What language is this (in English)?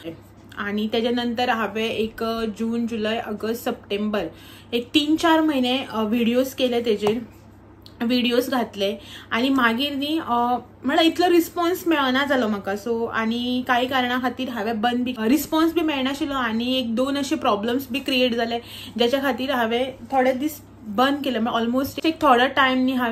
Konkani